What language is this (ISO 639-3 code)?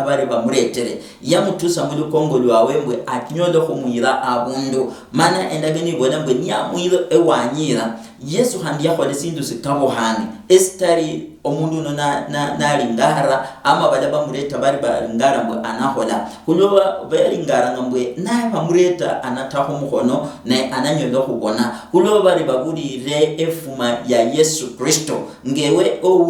luy